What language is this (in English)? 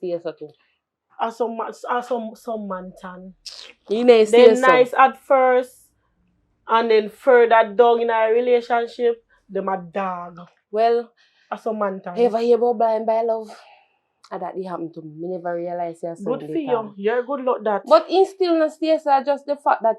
Jamaican Creole English